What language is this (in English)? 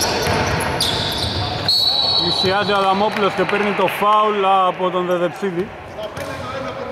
Greek